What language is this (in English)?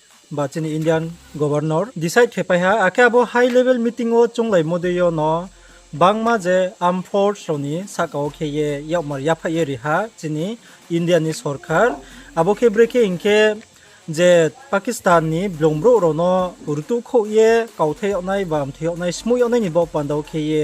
Riang (India)